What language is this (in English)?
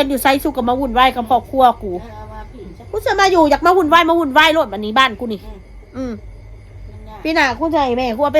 Northeastern Thai